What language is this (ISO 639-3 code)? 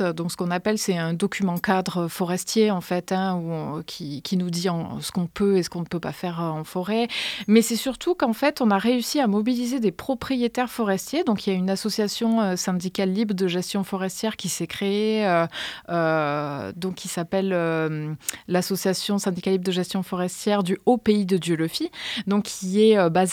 fra